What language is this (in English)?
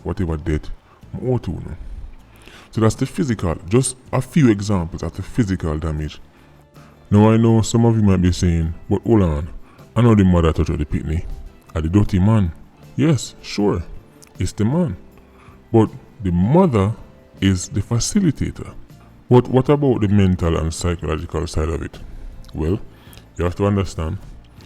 Jamaican Creole English